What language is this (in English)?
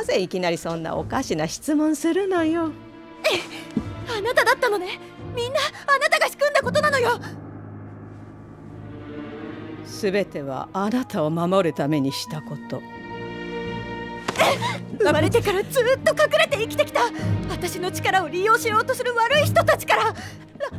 Japanese